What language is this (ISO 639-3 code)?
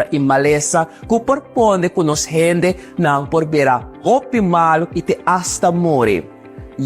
pap